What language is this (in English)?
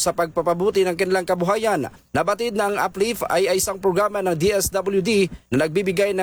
Filipino